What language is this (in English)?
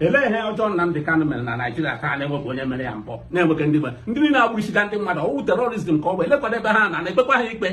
Igbo